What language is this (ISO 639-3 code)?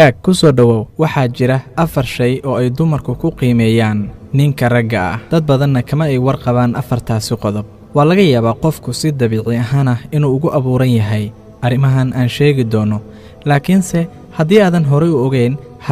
som